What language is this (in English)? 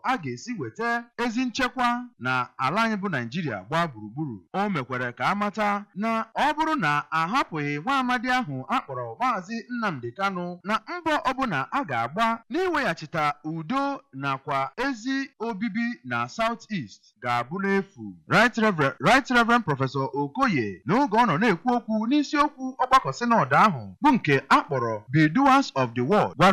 Igbo